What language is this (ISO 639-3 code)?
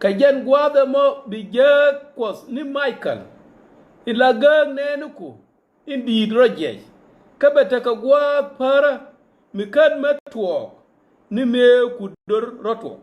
nus